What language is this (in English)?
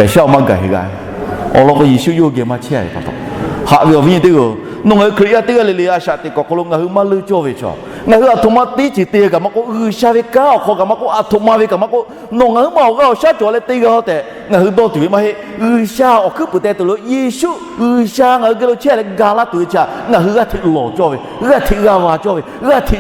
Lahu